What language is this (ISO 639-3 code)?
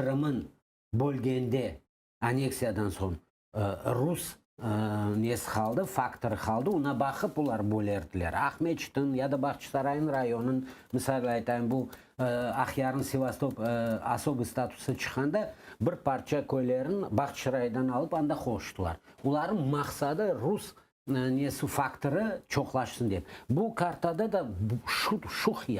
crh